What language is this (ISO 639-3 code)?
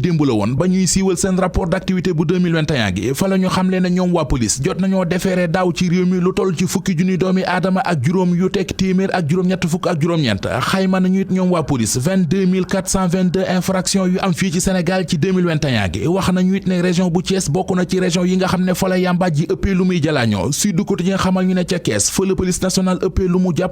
wol